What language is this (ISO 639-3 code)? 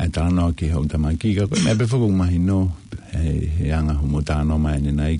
ton